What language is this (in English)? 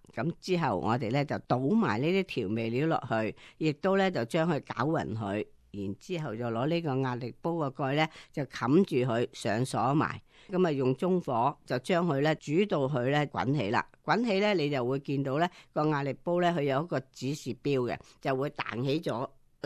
Cantonese